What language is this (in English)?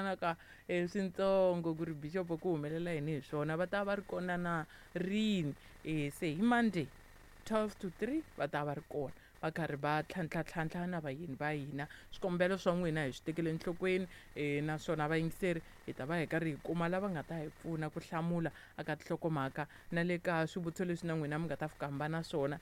Tsonga